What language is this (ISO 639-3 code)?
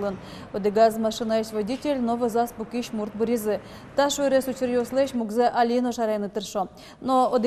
udm